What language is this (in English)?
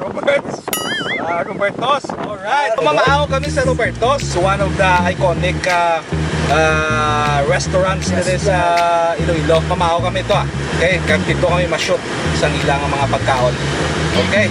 Hiligaynon